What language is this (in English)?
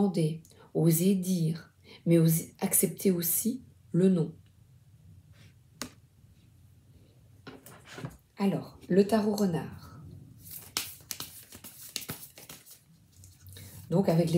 French